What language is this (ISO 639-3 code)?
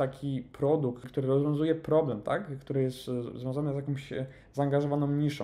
pol